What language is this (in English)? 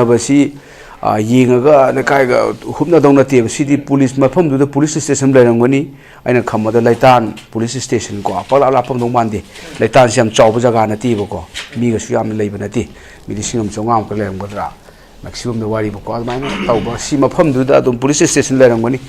Manipuri